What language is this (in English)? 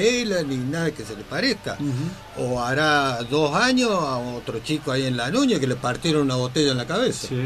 Spanish